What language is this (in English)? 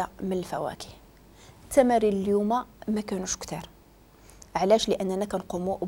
Moroccan Arabic